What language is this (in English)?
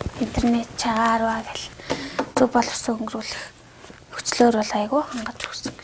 Mongolian